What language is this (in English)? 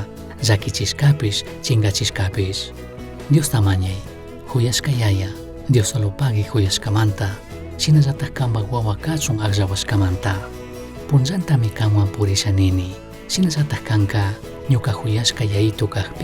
Chimborazo Highland Quichua